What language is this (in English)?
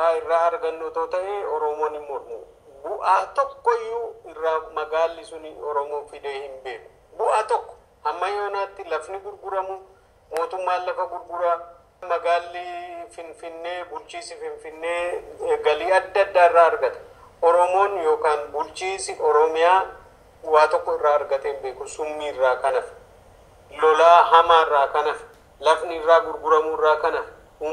Oromo